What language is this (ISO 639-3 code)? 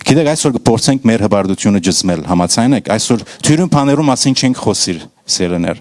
hyw